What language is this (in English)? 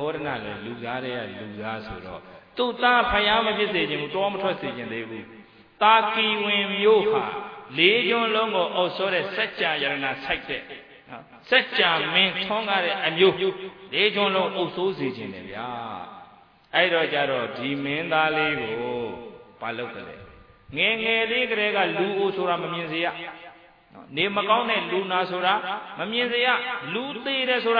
Burmese